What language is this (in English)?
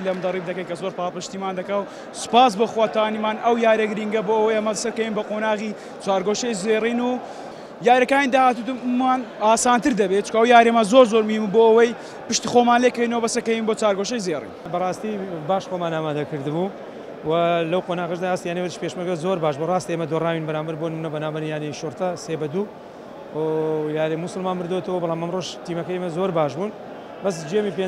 Central Kurdish